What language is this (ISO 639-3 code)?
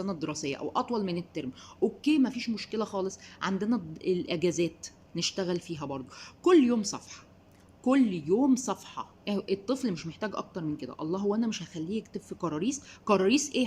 arz